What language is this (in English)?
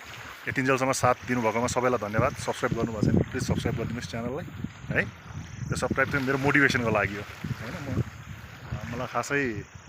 Nepali